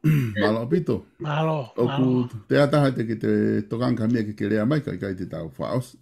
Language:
Tongan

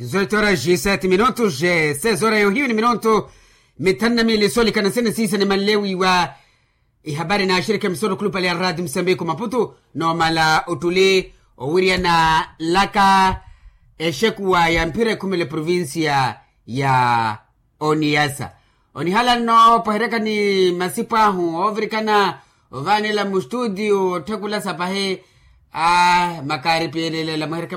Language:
Makhuwa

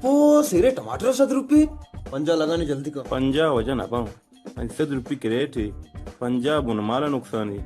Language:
Baluchi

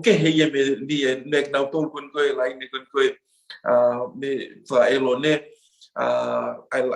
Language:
Tongan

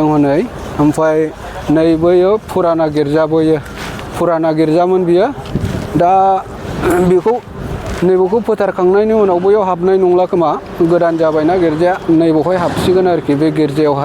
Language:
Bodo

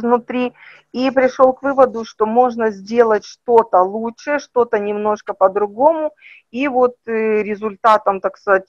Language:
Russian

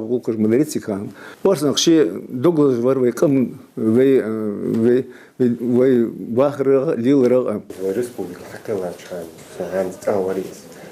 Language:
Ingush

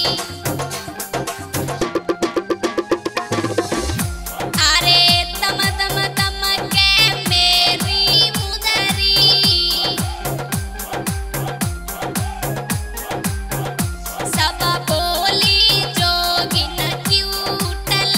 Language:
Bhojpuri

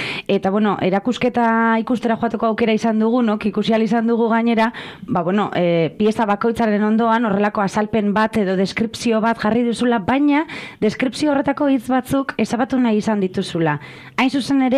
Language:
Basque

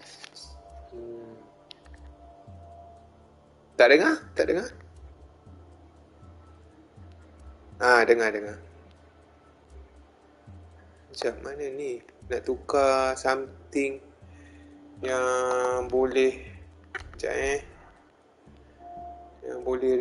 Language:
Malay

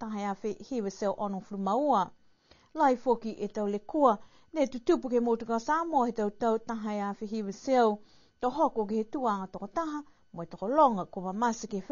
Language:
Niuean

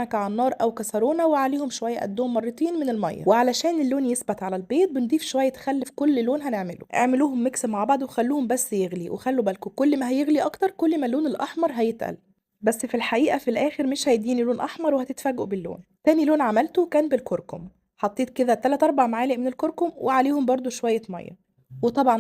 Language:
Egyptian Arabic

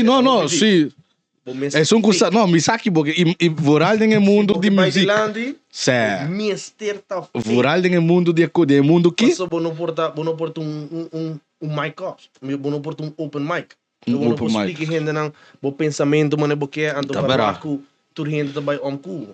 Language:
Papiamento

